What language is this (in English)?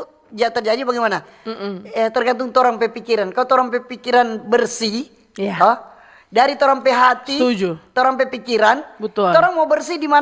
Manado Malay